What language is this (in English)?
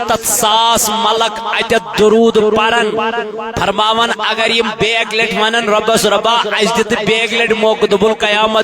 Kashmiri